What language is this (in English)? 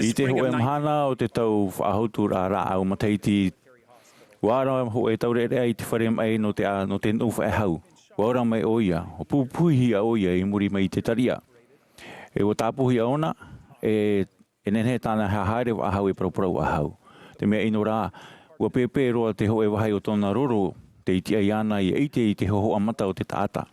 Tahitian